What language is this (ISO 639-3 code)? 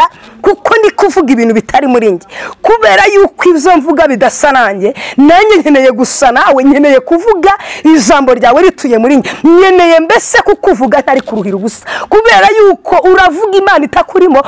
kin